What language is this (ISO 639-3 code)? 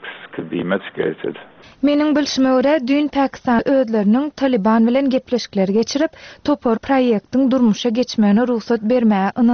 tuk